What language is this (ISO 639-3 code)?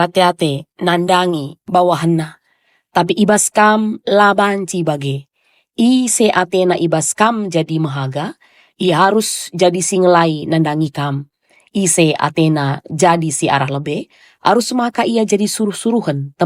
btx